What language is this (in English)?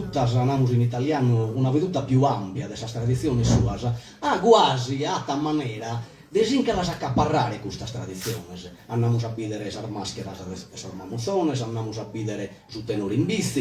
Sardinian